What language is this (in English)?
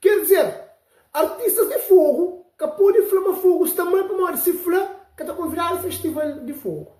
Kabuverdianu